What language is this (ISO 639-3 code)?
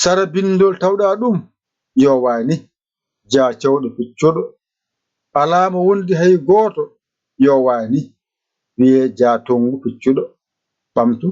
ful